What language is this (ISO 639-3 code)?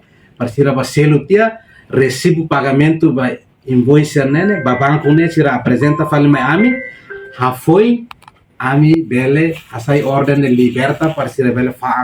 tet